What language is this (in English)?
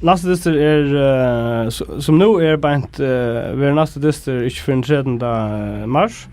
Faroese